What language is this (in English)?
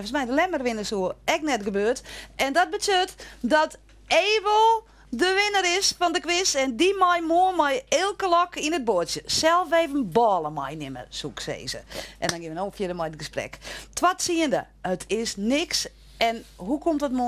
Western Frisian